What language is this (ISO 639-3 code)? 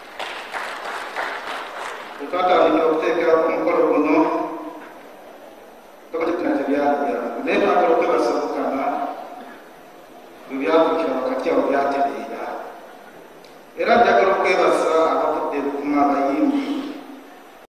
lug